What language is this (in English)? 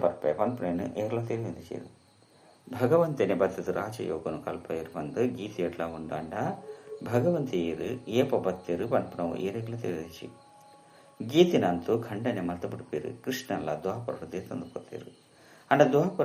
Tulu